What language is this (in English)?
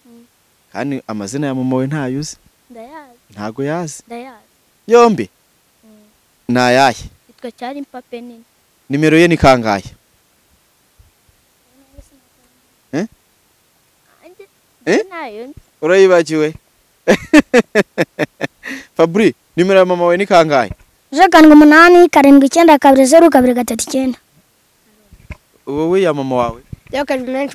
Kinyarwanda